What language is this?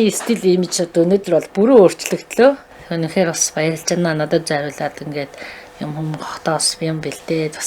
Mongolian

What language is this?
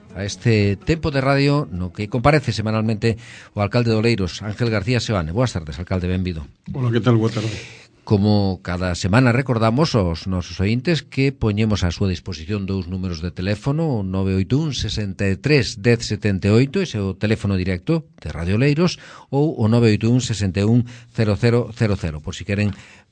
Galician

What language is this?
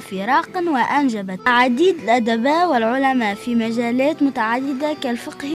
Tunisian Arabic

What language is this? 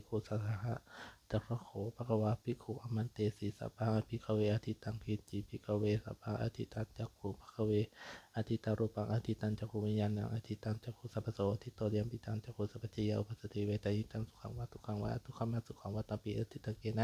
Pali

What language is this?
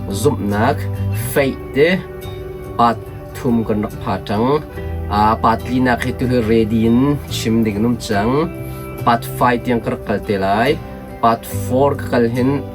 Hakha Chin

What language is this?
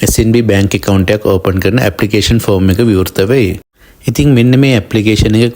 Sinhala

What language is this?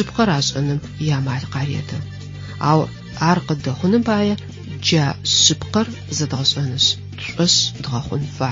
Adyghe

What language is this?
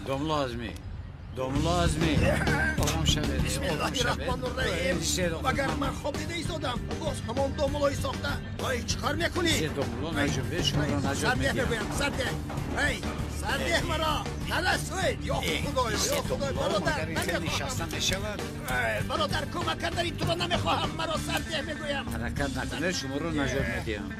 Tajik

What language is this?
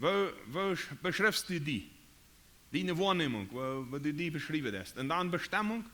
Plautdietsch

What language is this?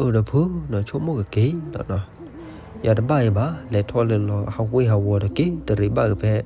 S'gaw Karen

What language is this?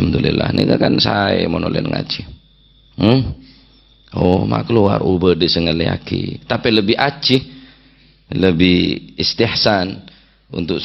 Madurese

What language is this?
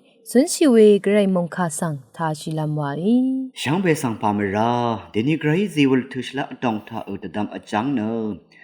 Rawang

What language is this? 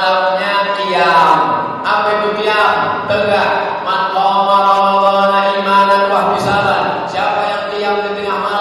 Indonesian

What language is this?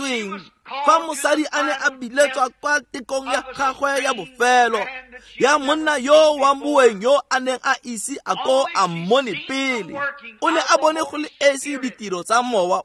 Tswana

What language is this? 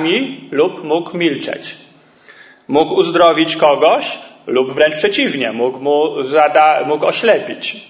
Polish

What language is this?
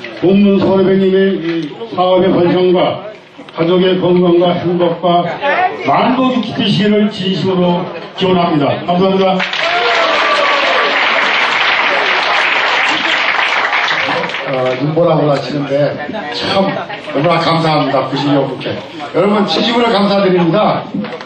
Korean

